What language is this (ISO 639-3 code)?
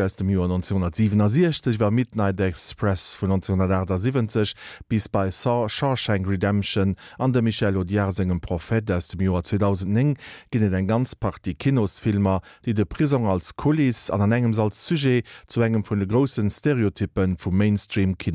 ltz